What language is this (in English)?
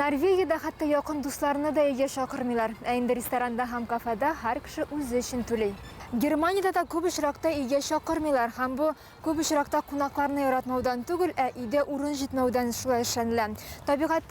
Tatar